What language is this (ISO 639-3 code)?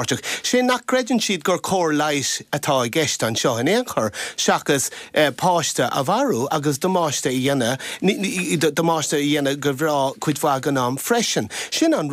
gle